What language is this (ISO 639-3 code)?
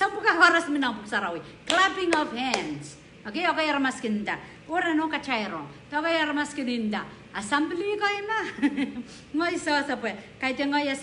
pon